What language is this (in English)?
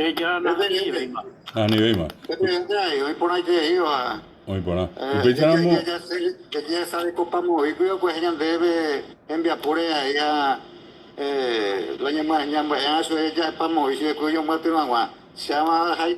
Guarani